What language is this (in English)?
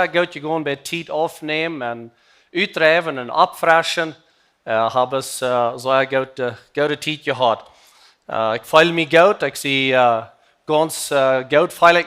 Plautdietsch